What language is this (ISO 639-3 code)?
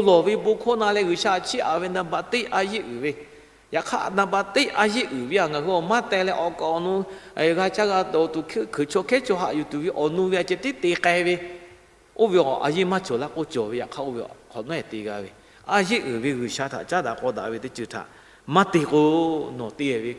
lhu